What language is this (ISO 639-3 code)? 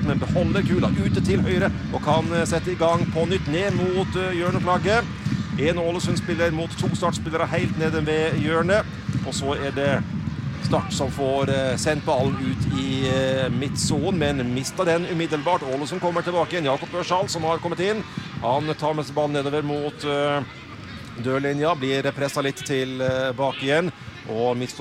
nor